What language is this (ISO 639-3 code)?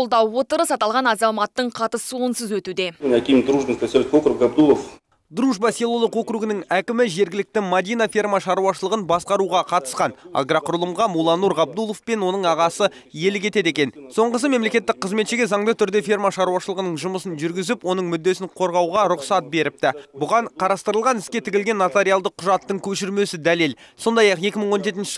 kaz